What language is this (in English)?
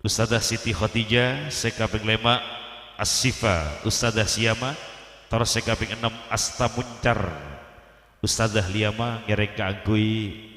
Madurese